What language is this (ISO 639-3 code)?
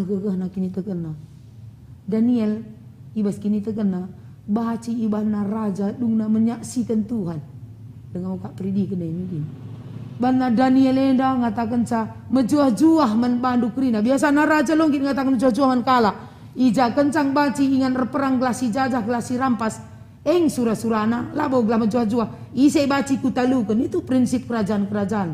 btx